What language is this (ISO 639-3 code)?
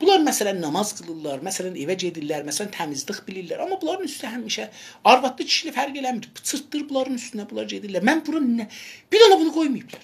azb